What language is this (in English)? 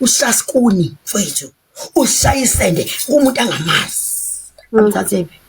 Zulu